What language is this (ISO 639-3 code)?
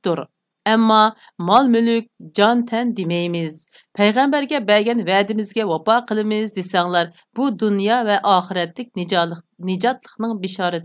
uig